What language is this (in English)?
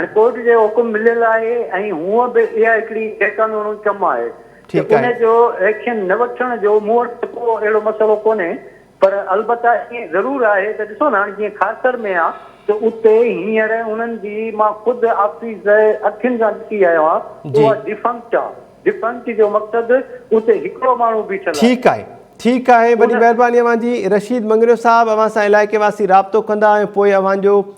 Sindhi